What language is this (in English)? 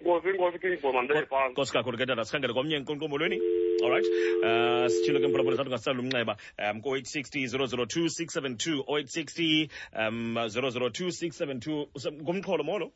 Xhosa